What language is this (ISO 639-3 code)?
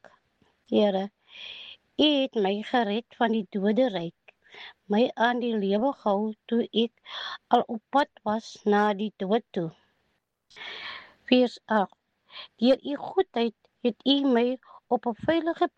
afr